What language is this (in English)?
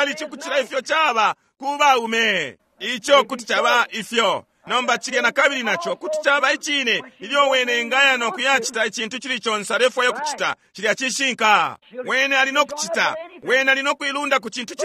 Bemba